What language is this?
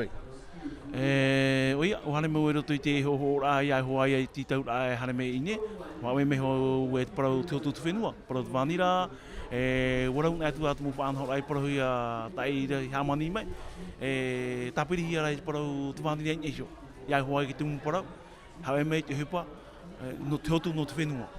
Tahitian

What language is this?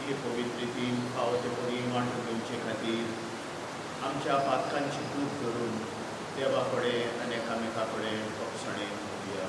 Konkani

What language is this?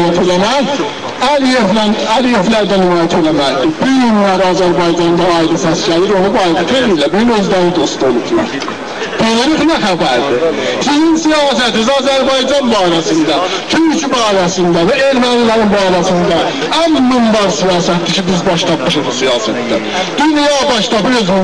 South Azerbaijani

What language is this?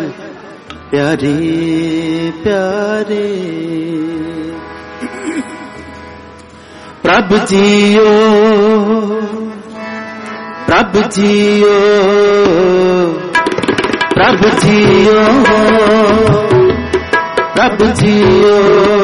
Hindi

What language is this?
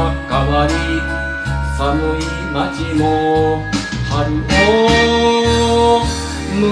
Japanese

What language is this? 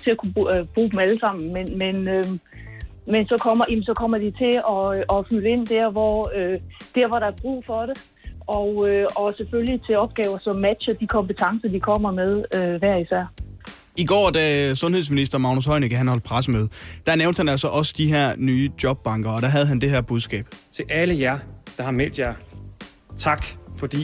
Danish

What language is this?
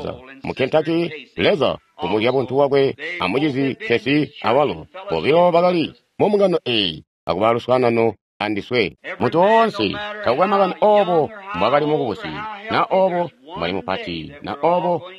Tonga (Zambia)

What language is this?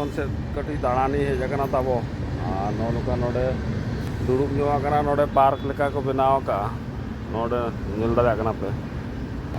Santali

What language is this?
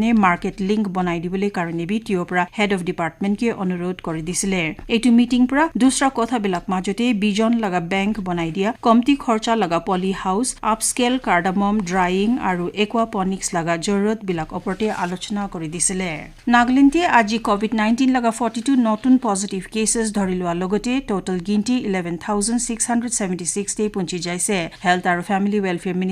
Naga Pidgin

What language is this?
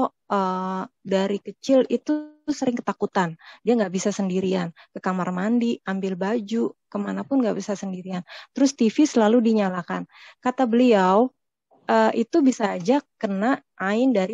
Indonesian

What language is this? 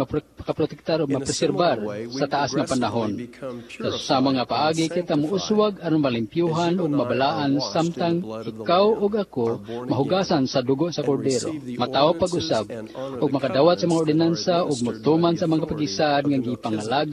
Cebuano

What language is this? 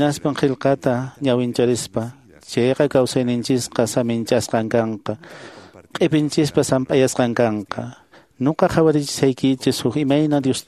Quechua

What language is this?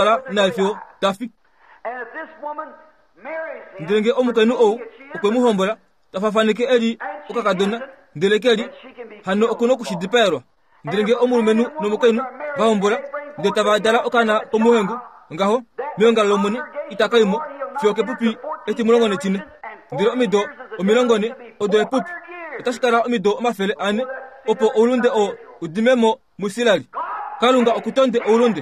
Kuanyama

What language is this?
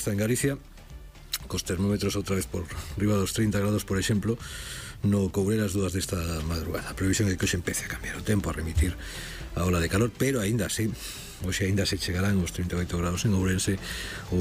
Galician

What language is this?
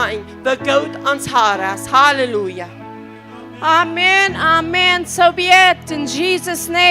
Plautdietsch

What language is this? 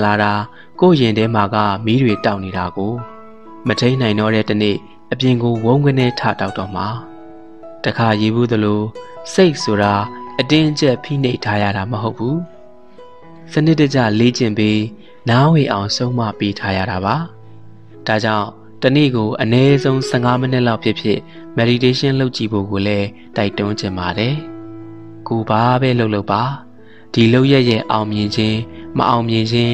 Burmese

